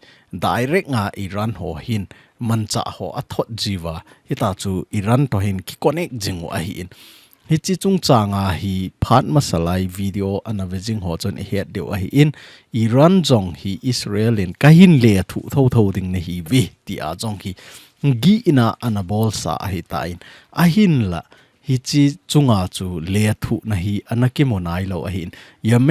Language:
Thado Chin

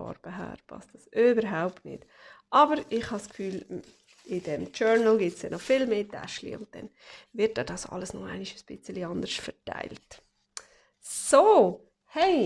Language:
Swiss German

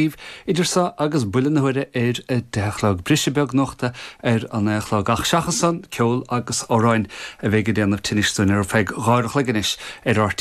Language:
Irish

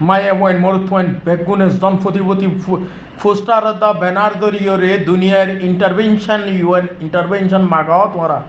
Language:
Rohingya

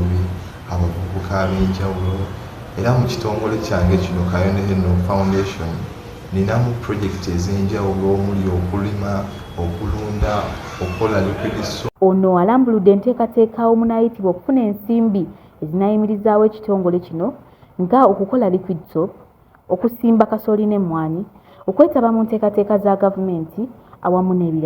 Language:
Ganda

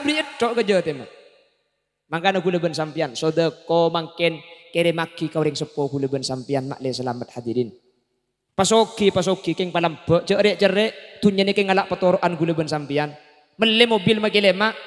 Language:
Madurese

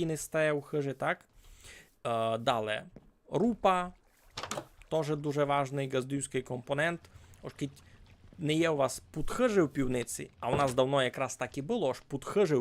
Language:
Rusyn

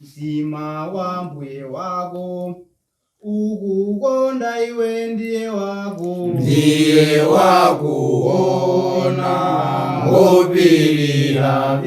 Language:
Nyanja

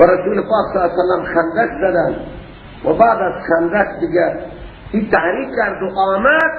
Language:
Persian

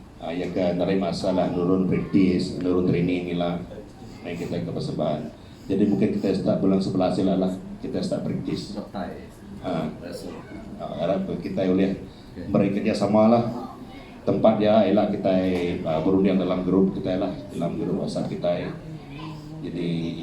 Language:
Iban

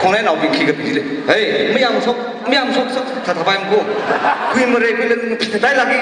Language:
Tangkhul Naga (India)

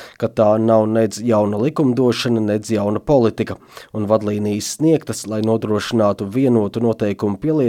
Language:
Latvian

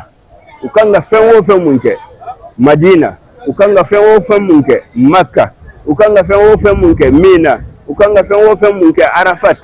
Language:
Bambara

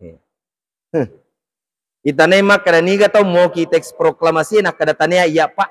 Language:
Buginese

